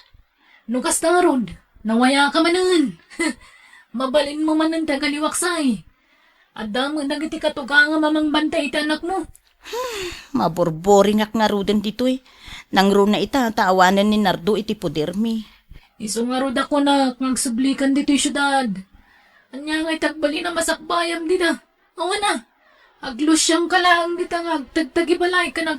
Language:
Iloko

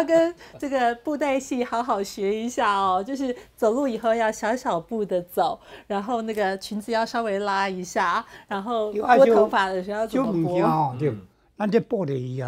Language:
Chinese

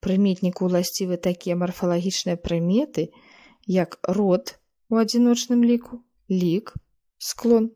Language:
Belarusian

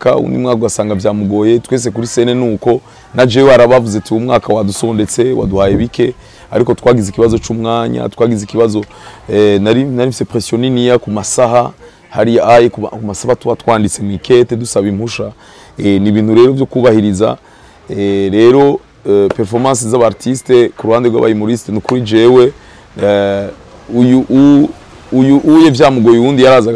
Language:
Rundi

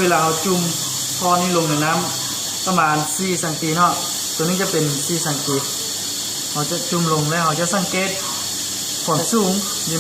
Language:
Lao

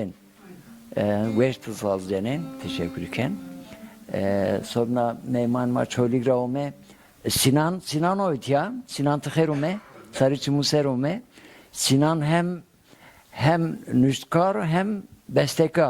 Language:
Zaza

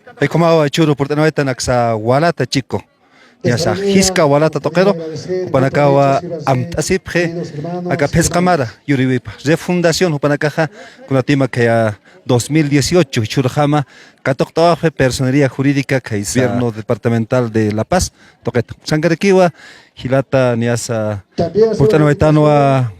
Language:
Aymara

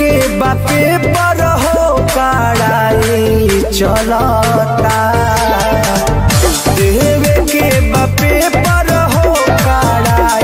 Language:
Bhojpuri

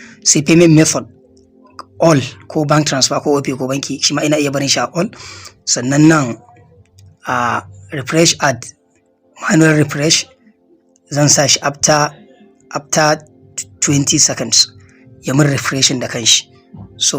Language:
Hausa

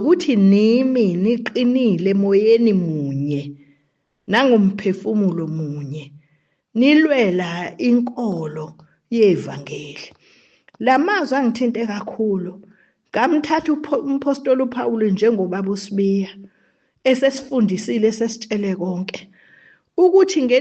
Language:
Zulu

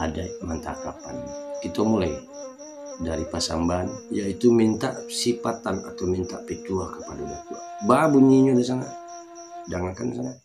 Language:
Minangkabau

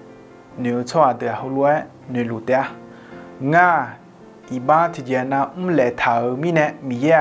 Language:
Akha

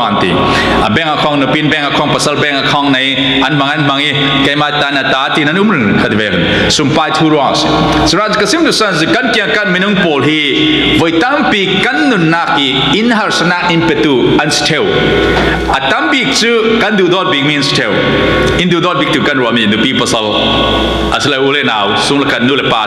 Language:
Falam Chin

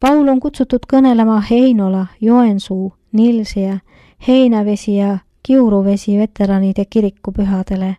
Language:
Estonian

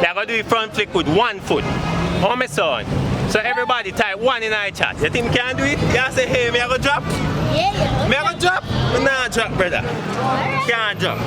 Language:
Jamaican Creole English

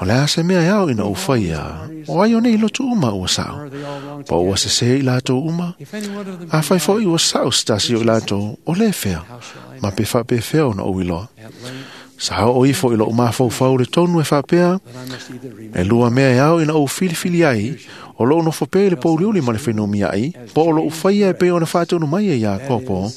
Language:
Samoan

